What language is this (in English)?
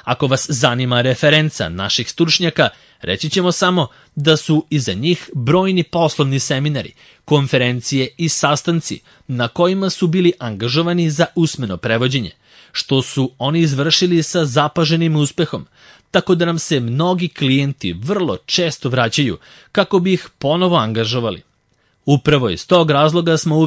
Serbian